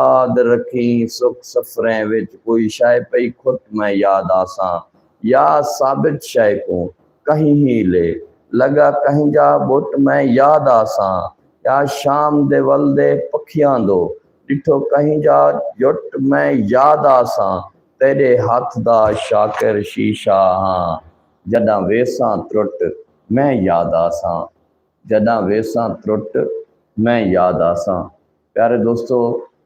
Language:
Saraiki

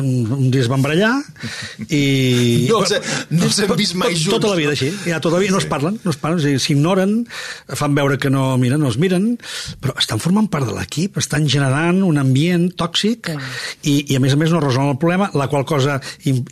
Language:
Catalan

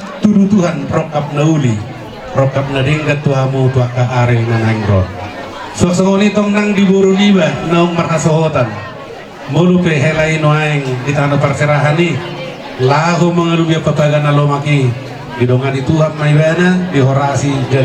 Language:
Batak Toba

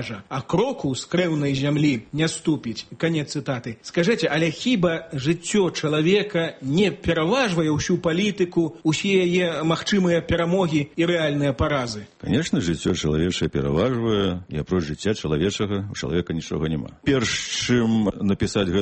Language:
Belarusian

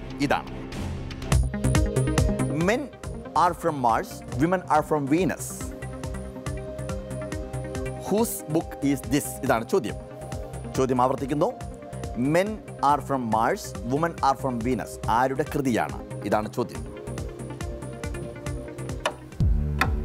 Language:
Malayalam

